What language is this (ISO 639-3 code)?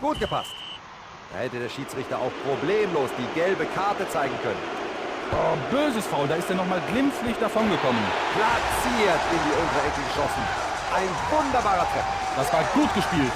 bar